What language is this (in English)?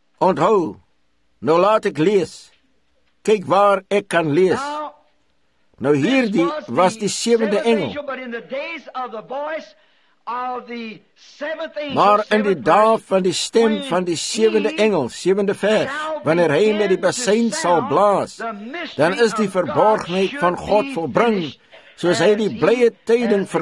Afrikaans